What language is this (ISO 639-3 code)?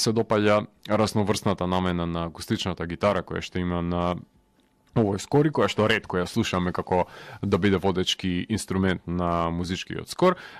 mkd